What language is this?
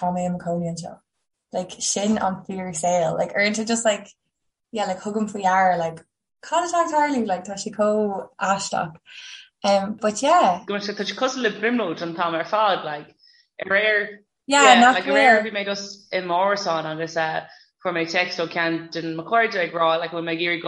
Irish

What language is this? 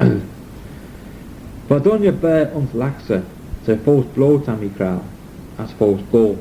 Manx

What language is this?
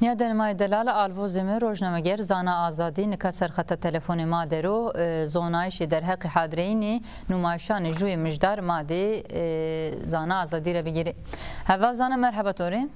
Zaza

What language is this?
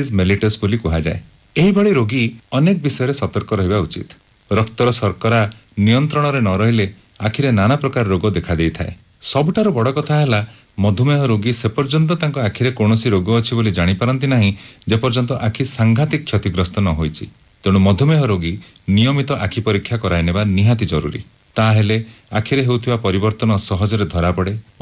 Odia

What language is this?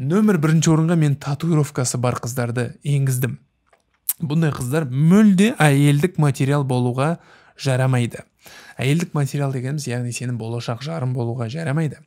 Kazakh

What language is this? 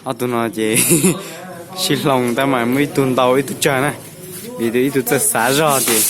Hmong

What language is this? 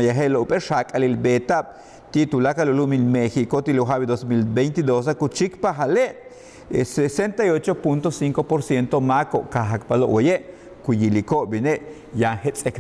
Yucateco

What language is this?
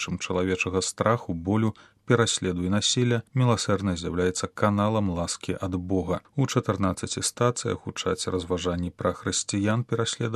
Belarusian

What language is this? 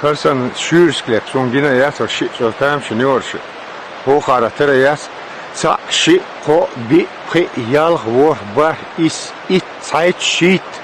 Chechen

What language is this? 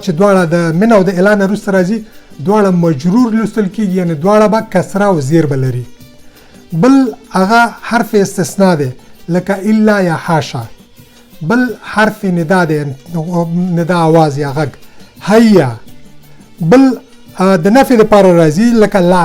Pashto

